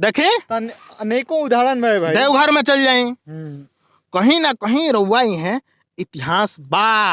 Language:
Bhojpuri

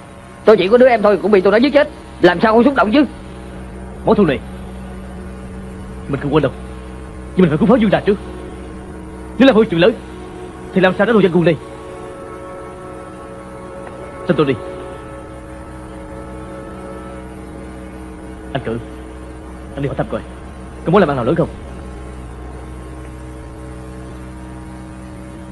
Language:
Vietnamese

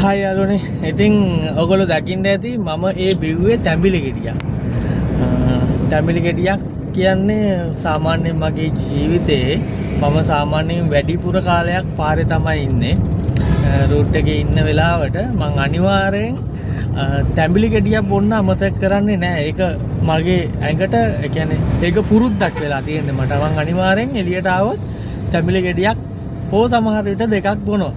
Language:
Sinhala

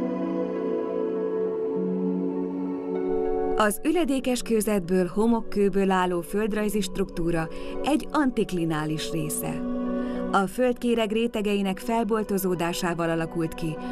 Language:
Hungarian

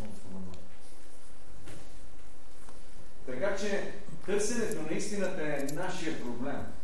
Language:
Bulgarian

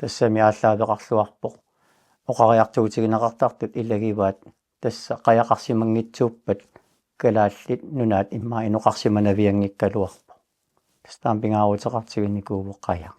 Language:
Kalaallisut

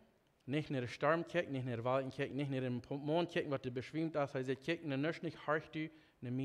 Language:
Plautdietsch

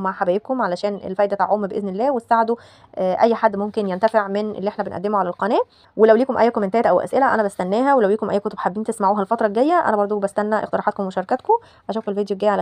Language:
Egyptian Arabic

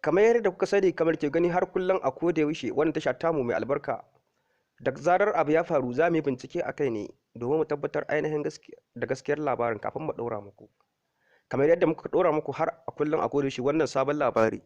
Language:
Hausa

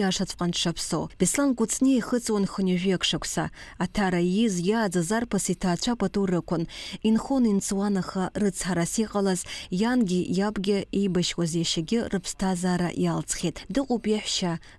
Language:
Abkhazian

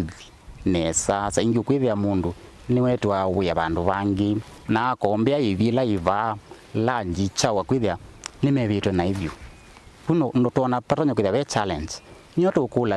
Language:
Kamba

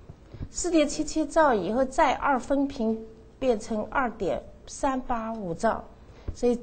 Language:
Chinese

